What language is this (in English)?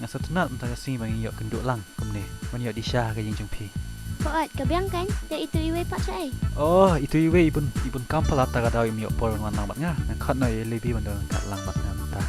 Khasi